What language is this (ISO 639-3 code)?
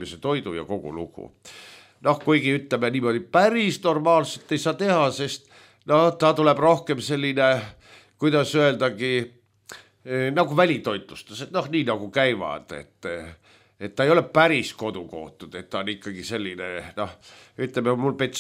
est